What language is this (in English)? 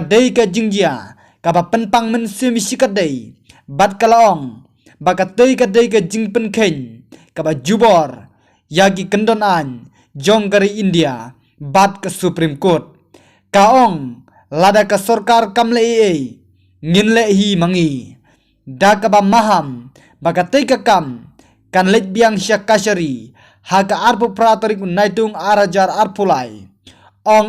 Khasi